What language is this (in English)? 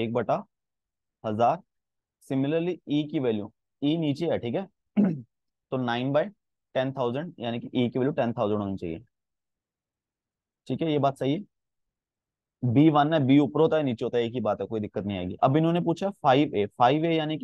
Hindi